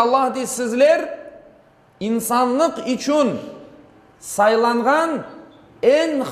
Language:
Crimean Tatar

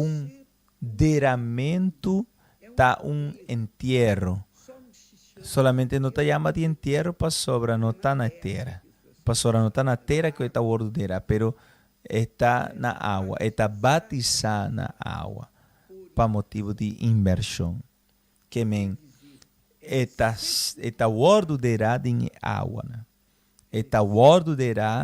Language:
Papiamento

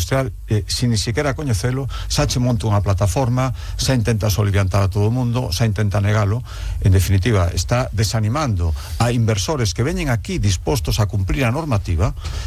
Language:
Galician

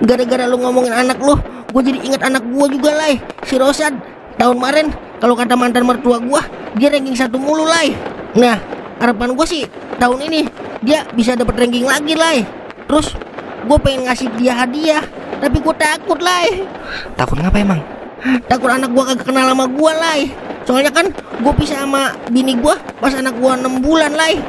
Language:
Betawi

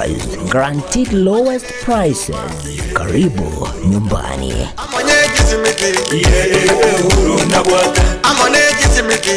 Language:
Gusii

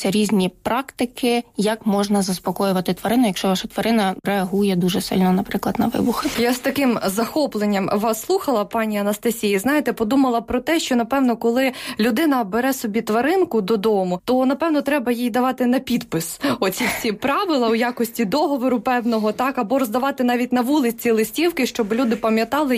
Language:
Ukrainian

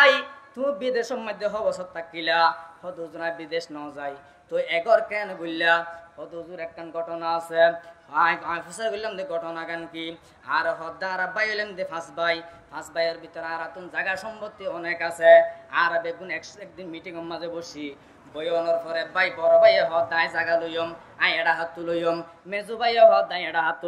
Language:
Rohingya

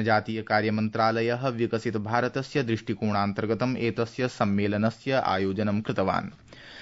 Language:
Sanskrit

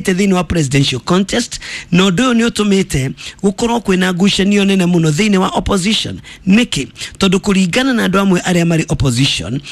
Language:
Kikuyu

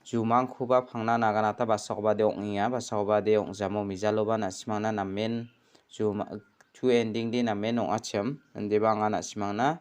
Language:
Garo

